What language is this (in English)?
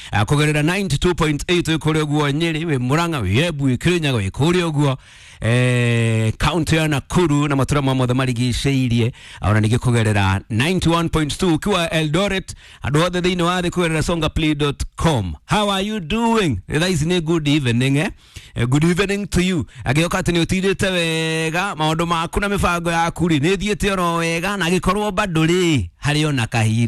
Kikuyu